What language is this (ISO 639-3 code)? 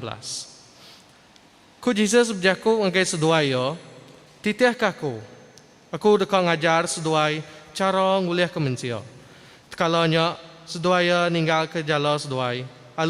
iba